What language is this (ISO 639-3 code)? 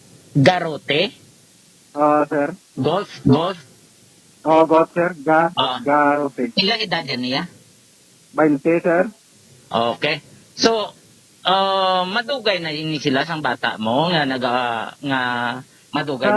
hil